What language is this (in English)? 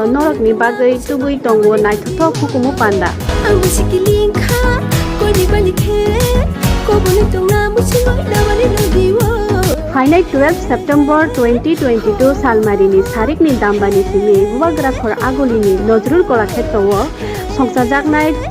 Kok Borok